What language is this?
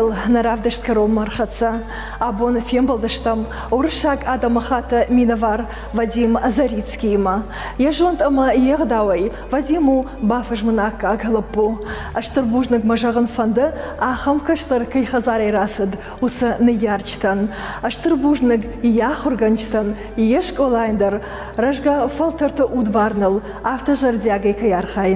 Ossetic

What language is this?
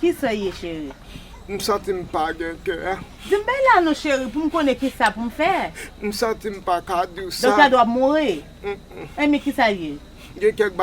Haitian Creole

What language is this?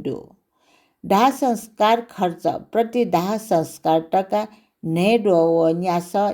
Newari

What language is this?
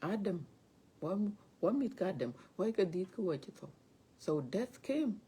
Dinka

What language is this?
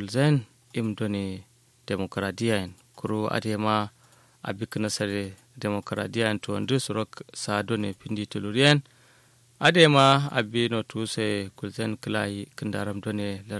Kanuri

